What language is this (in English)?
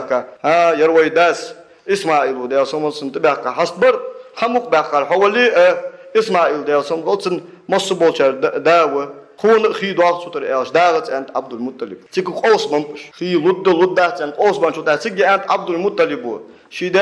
Ingush